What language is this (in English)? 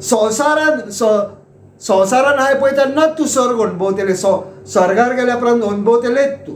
Konkani